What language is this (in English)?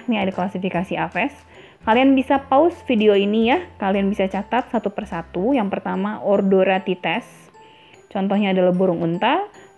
Indonesian